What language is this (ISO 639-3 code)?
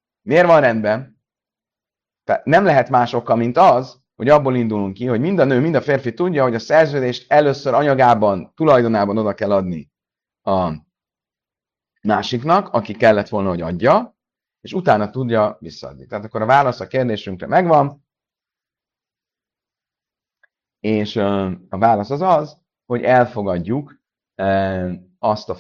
hun